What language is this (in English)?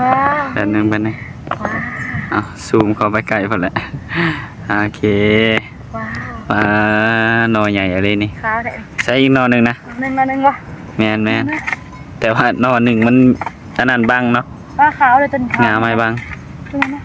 Northeastern Thai